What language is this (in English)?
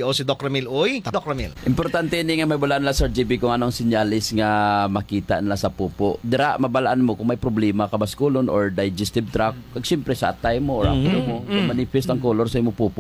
Hiligaynon